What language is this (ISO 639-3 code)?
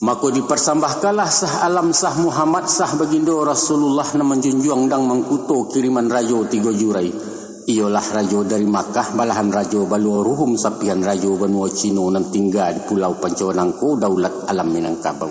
min